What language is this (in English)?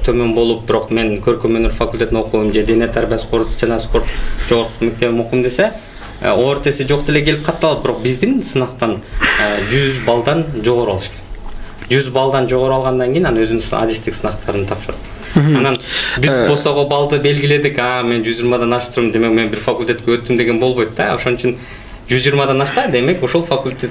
Kyrgyz